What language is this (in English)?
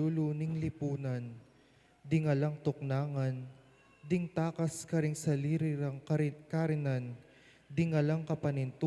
Pampanga